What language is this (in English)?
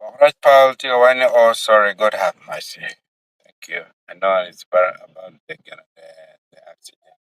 Acoli